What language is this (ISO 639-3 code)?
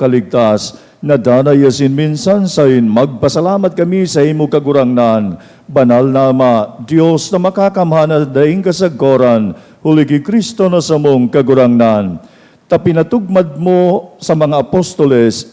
bik